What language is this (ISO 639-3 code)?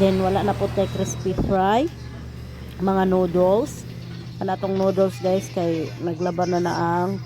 ceb